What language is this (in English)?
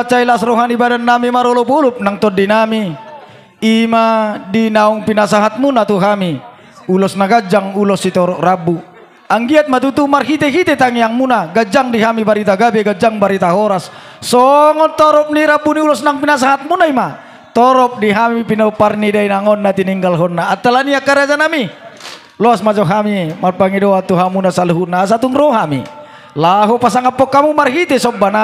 Batak Toba